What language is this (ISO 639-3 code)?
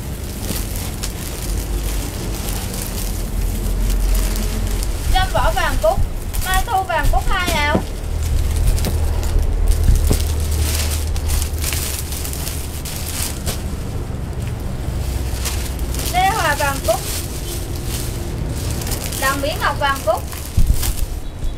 vie